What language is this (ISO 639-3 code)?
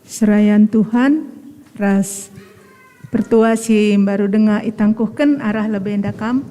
btx